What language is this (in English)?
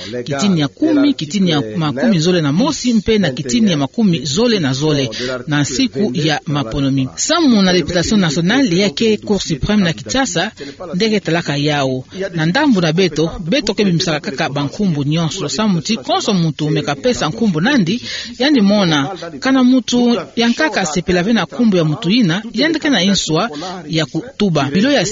Kituba (Democratic Republic of Congo)